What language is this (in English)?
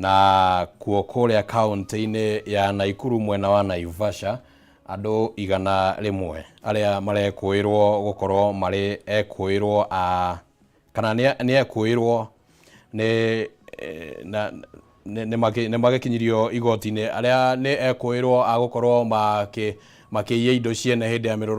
Kikuyu